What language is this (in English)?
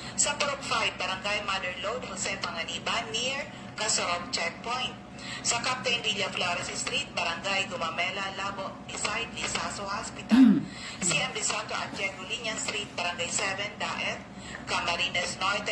Bikol